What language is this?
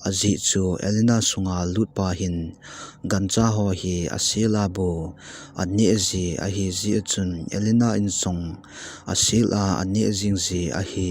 Thado Chin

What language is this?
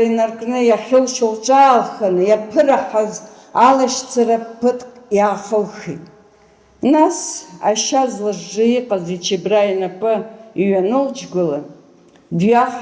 Abkhazian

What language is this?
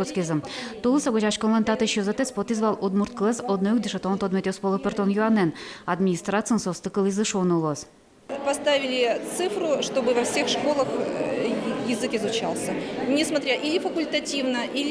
Udmurt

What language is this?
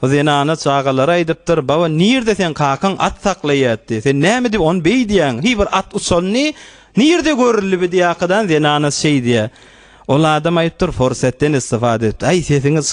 Turkmen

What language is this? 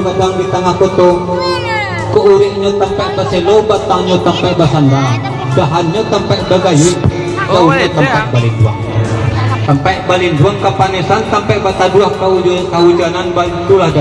Minangkabau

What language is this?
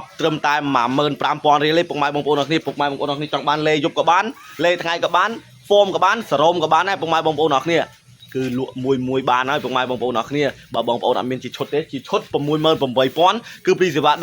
Khmer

